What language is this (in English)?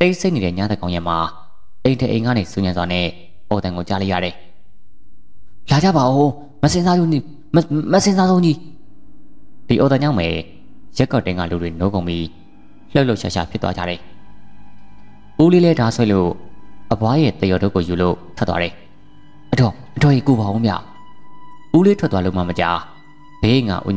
Burmese